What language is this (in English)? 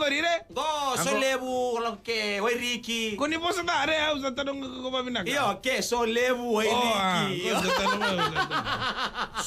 Fijian